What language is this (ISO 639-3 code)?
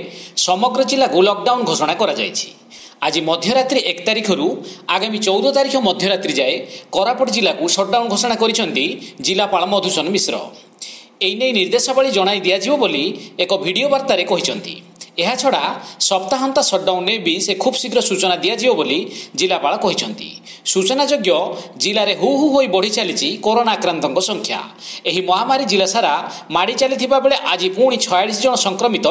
ori